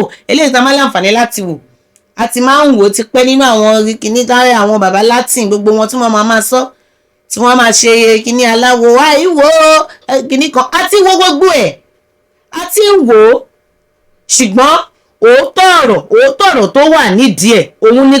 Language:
Yoruba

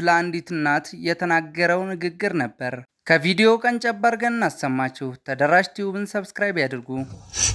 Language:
Amharic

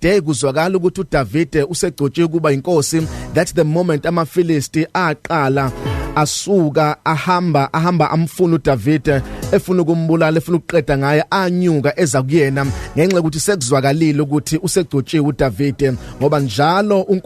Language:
Zulu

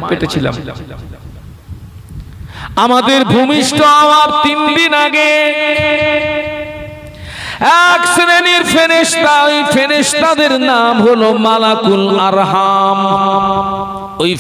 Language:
Bangla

